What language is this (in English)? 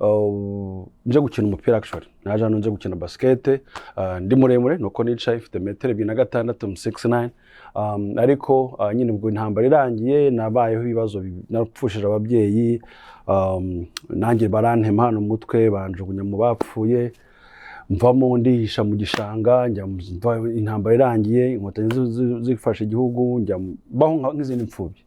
Kinyarwanda